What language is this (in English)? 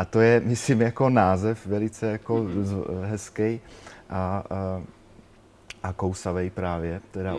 Czech